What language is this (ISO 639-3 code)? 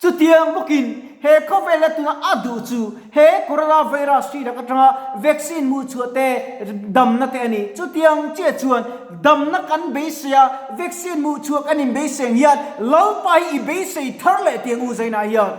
lus